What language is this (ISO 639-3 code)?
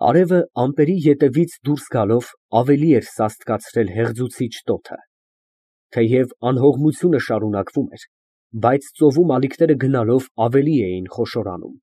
hye